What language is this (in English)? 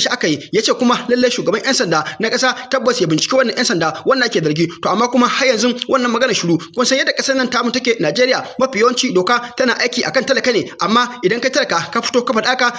Hausa